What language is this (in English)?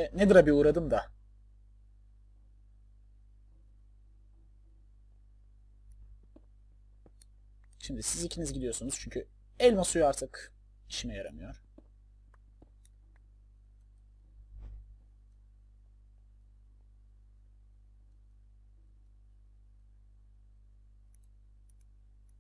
Turkish